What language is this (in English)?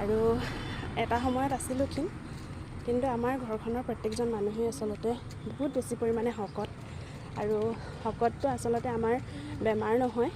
Assamese